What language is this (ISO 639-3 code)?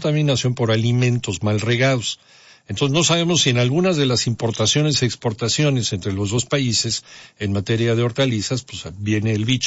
spa